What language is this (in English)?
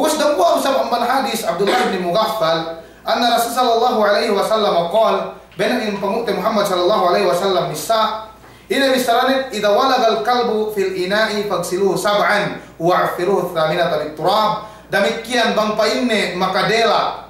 Yakan